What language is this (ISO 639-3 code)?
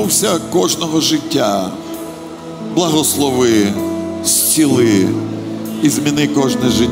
ukr